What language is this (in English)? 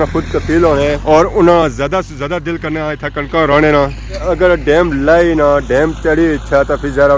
Pahari-Potwari